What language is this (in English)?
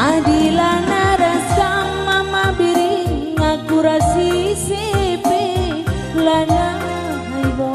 Batak Karo